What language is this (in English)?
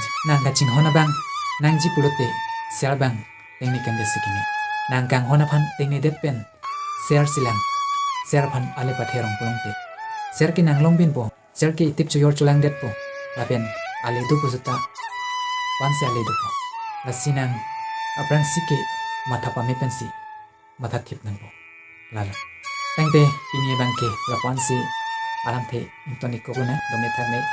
Karbi